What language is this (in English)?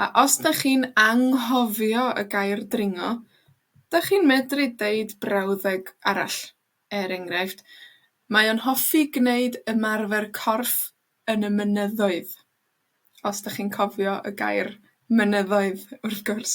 Welsh